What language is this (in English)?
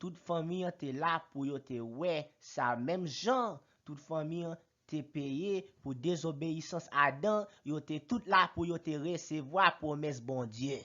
Haitian Creole